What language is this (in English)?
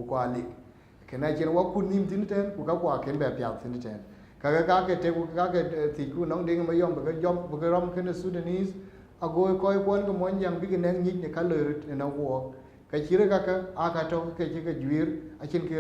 Dinka